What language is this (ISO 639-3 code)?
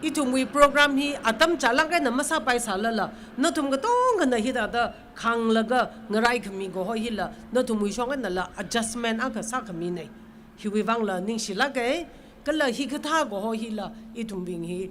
nmf